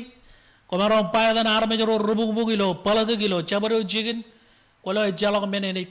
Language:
Marshallese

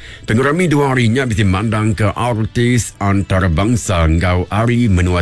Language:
Iban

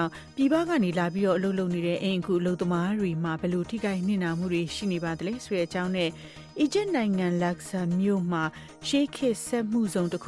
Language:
Burmese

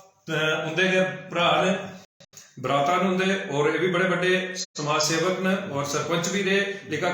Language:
Dogri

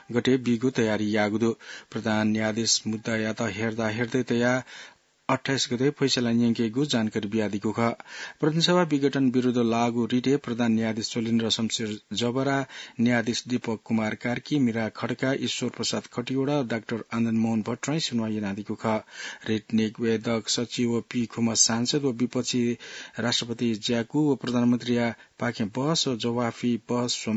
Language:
Newari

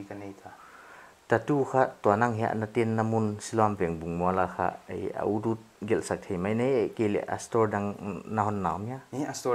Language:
Paite Chin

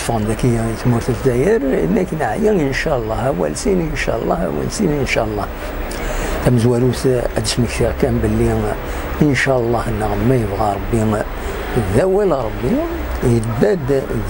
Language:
Kabyle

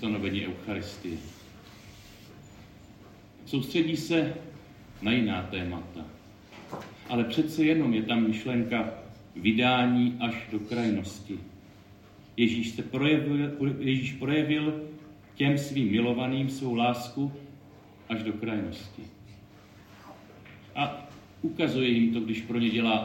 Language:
Czech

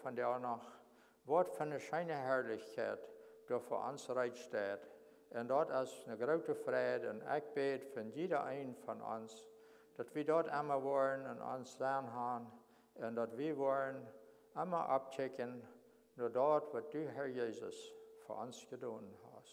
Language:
Plautdietsch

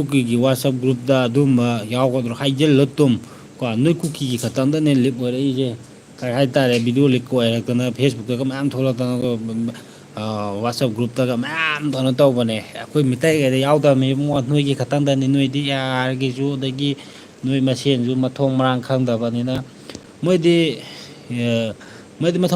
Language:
Manipuri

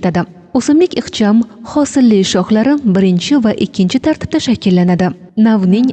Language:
Uzbek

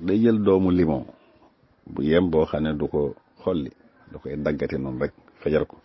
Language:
Wolof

